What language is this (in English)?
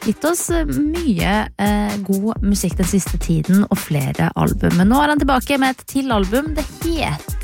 Norwegian